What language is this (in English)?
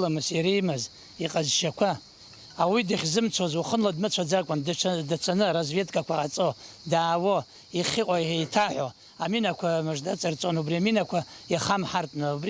Abkhazian